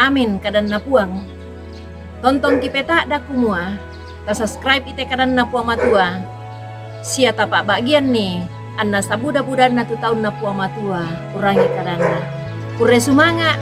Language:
Toraja-Sa'dan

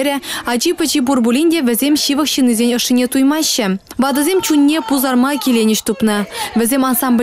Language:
Chuvash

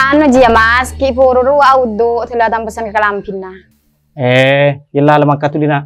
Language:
Madurese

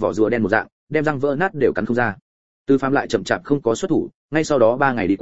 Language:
Vietnamese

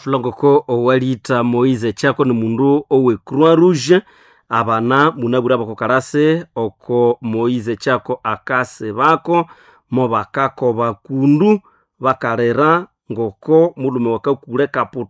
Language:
Nande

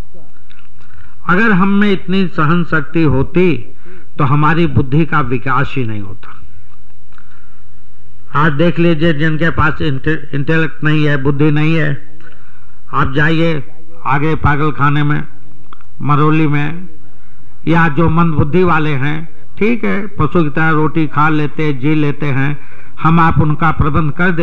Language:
Hindi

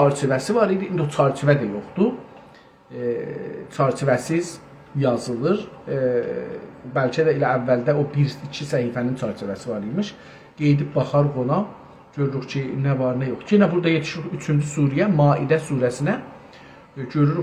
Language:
South Azerbaijani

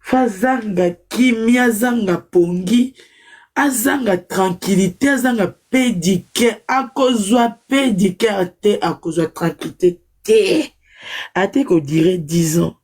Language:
Lingala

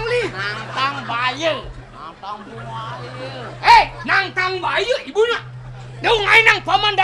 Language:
Balinese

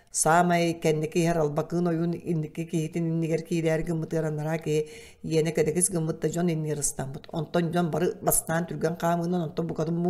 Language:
Yakut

